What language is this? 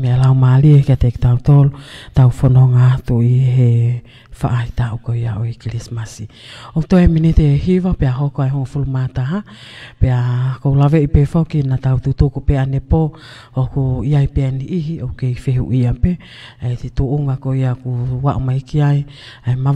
Tongan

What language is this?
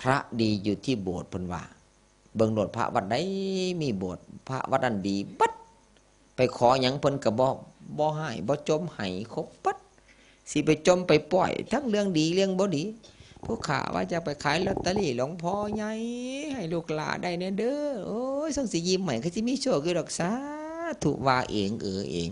Northeastern Thai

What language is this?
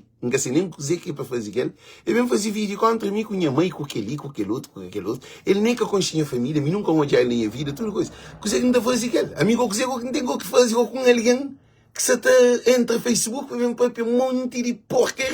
Kabuverdianu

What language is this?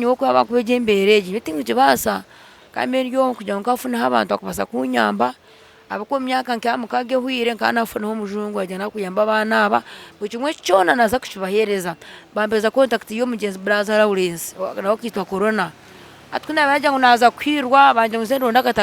Nyankole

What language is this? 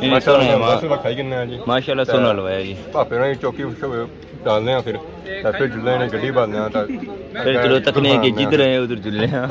Pahari-Potwari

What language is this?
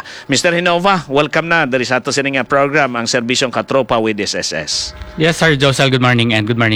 Hiligaynon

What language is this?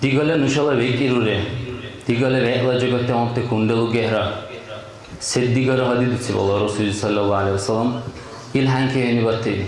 Dargwa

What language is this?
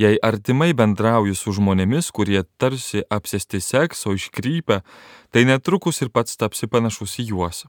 Lithuanian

